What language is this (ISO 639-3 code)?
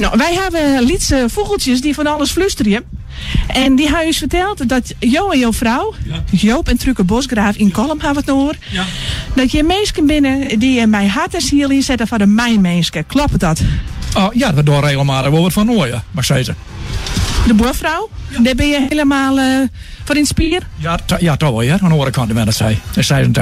fry